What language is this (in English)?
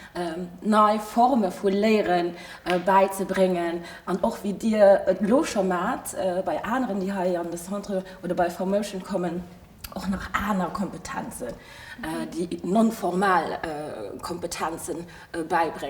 Luxembourgish